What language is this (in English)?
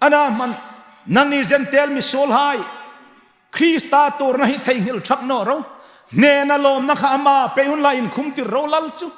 Hmar